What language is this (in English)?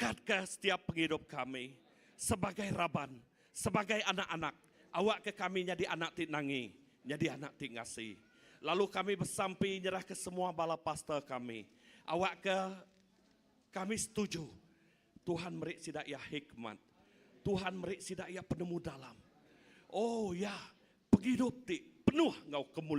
Iban